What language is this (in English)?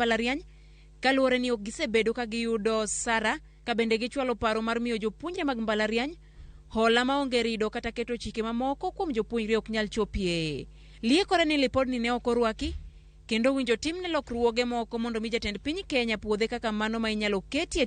Luo (Kenya and Tanzania)